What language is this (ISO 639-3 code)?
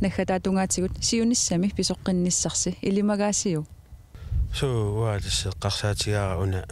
kal